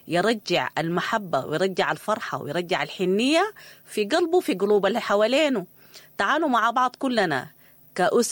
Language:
Sudanese Arabic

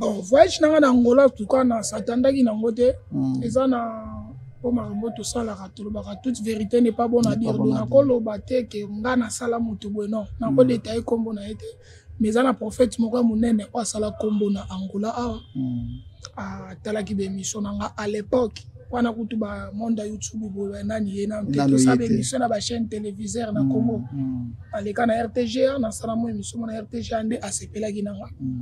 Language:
Lingala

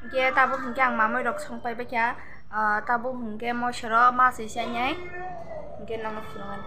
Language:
Kok Borok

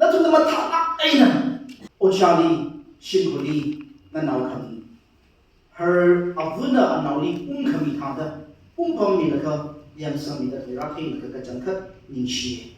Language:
Tangkhul Naga (India)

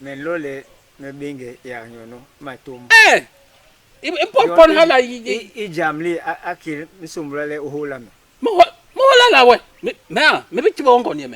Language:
Basaa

